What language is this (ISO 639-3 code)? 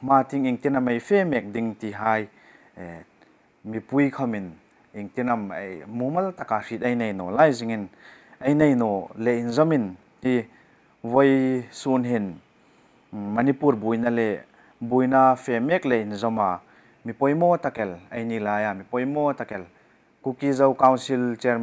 hmr